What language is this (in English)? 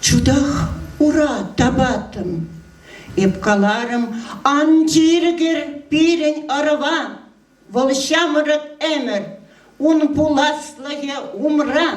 Chuvash